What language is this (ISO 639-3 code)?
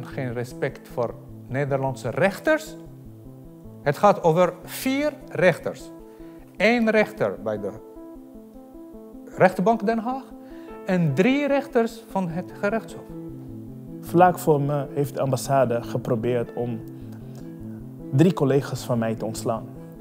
nld